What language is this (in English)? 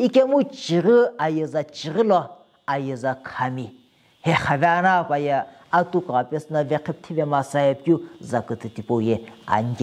Sumi Naga